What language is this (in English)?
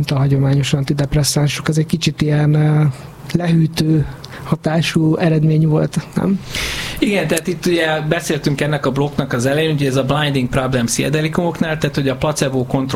Hungarian